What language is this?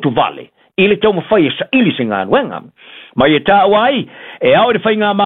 Samoan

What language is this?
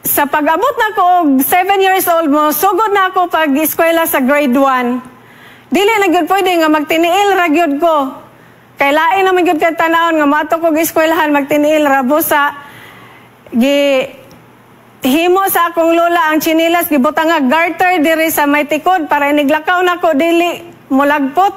Cebuano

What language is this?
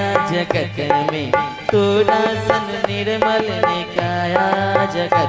Maithili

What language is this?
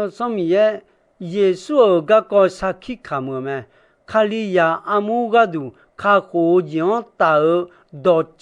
Akha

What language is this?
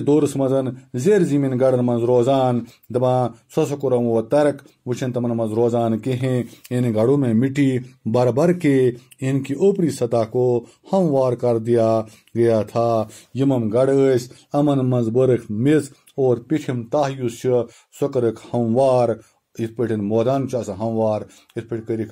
Kashmiri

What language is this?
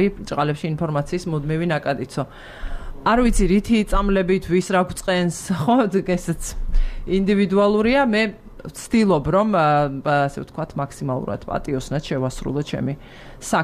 Georgian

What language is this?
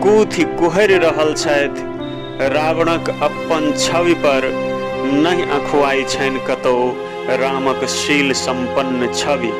Maithili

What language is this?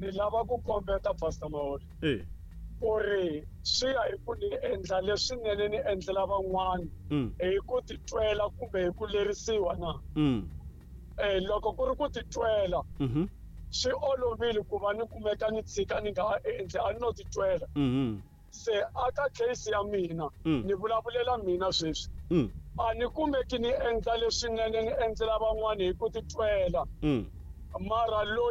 Tsonga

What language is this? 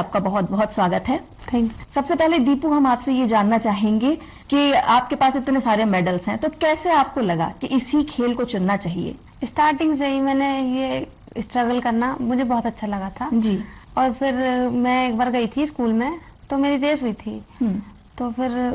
Hindi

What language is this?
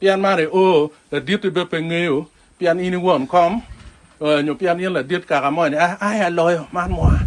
Acoli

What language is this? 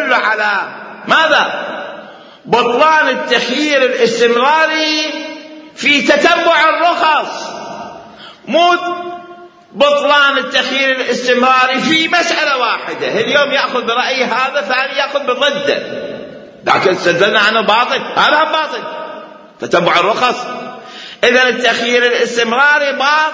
Mesopotamian Arabic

